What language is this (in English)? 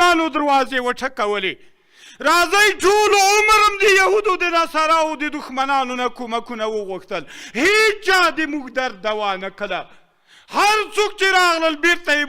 Pashto